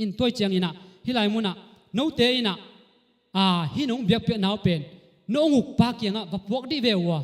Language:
Tedim Chin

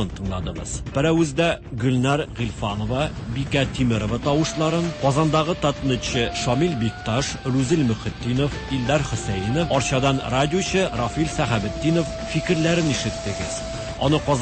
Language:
Tatar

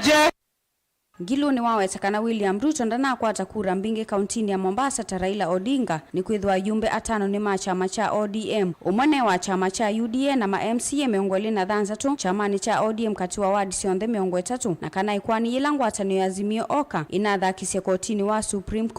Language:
Kamba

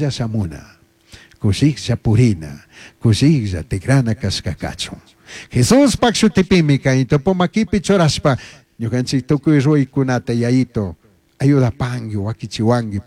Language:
Chimborazo Highland Quichua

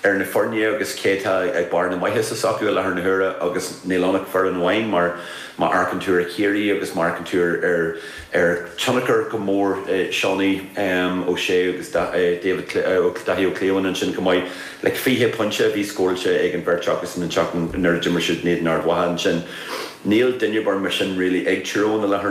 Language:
Irish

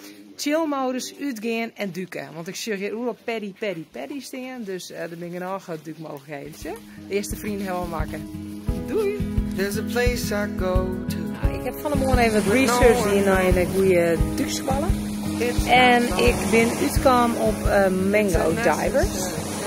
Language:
Western Frisian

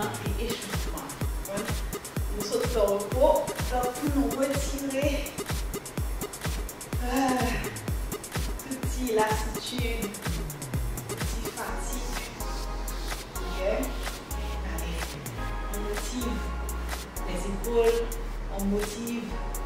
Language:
French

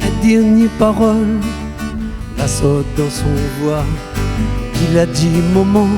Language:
Réunion Creole French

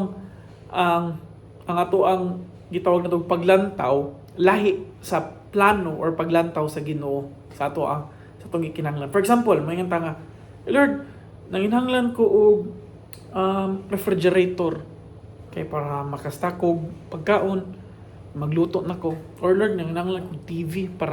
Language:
Cebuano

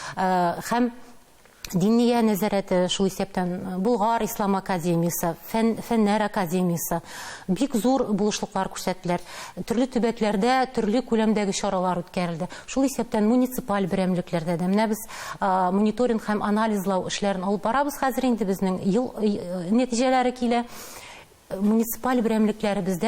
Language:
Tatar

